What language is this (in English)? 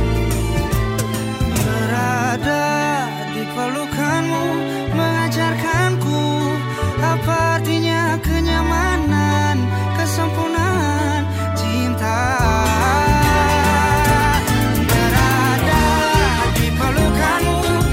Indonesian